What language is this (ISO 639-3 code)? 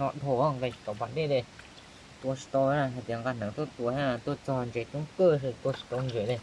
hmn